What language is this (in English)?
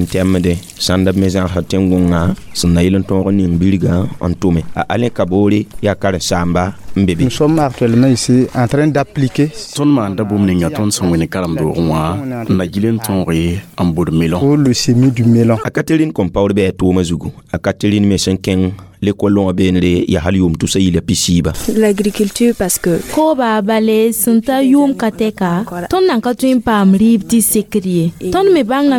Mossi